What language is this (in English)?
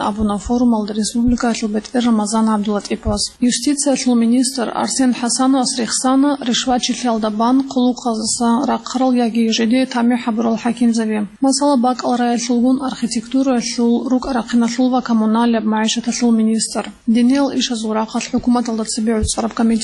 Avaric